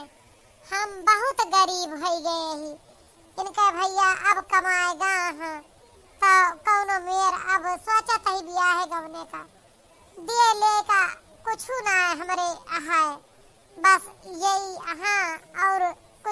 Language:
Awadhi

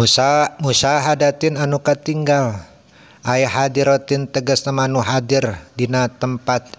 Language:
Sundanese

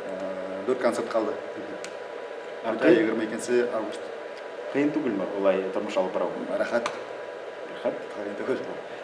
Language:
Bashkir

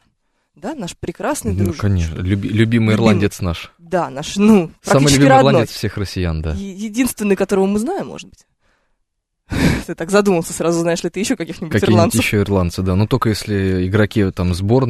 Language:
Russian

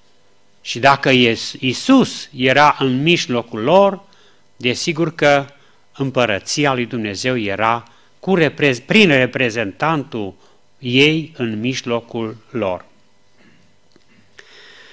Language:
Romanian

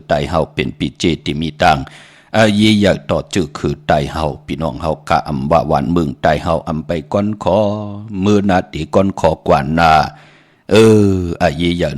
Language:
Shan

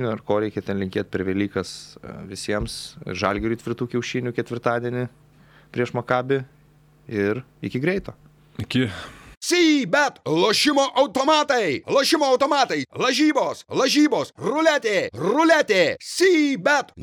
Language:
Lithuanian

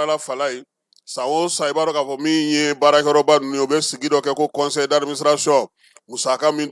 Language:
Bambara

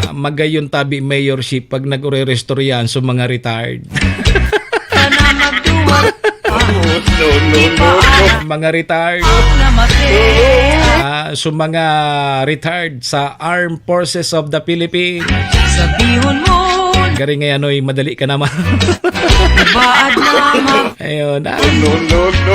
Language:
Bikol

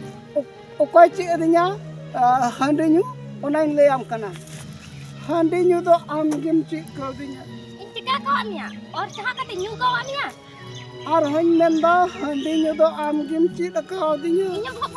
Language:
Santali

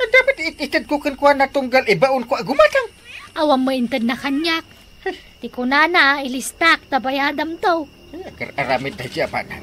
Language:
Iloko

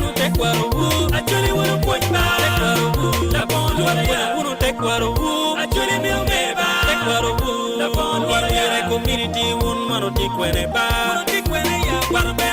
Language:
Acoli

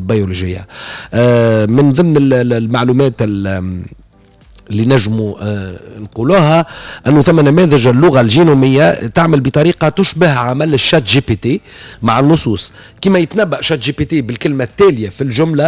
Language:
Tunisian Arabic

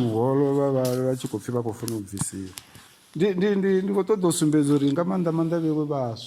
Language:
Venda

